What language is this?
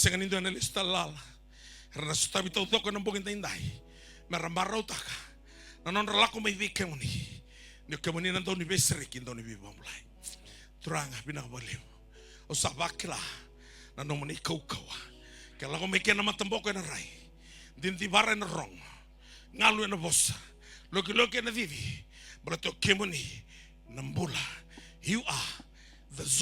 Fijian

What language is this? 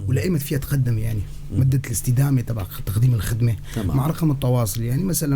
North Levantine Arabic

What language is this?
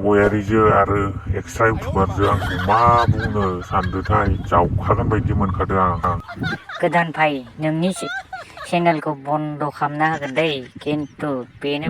Bodo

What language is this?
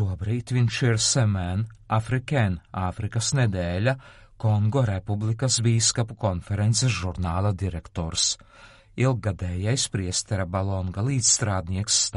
Latvian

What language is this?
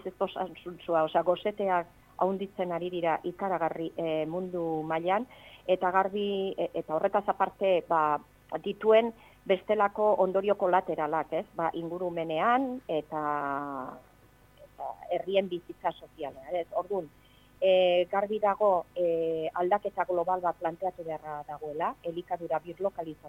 Basque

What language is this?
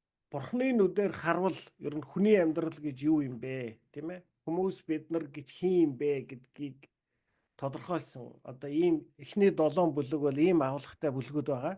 Mongolian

